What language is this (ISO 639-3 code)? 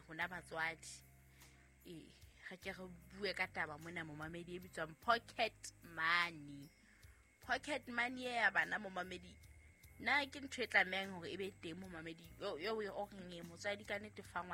sot